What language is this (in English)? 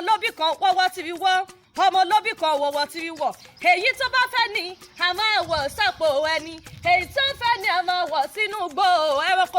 Yoruba